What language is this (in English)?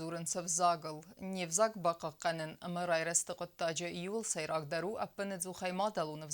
Ossetic